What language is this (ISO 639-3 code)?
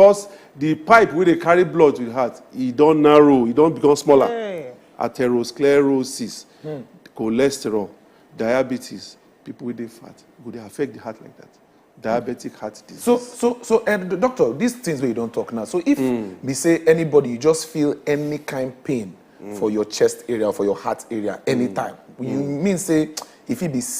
pcm